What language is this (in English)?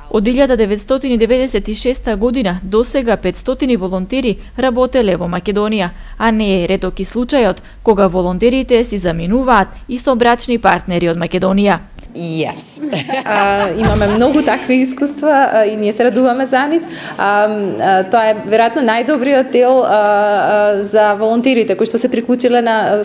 Macedonian